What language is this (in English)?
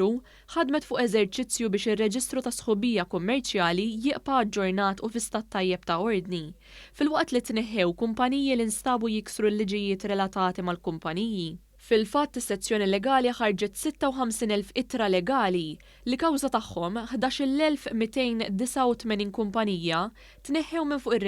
Maltese